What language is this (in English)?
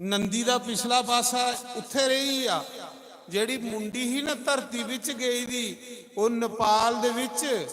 Dogri